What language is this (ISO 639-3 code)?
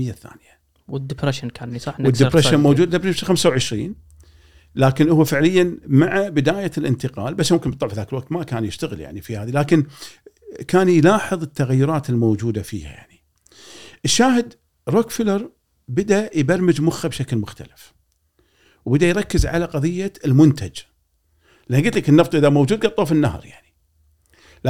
afb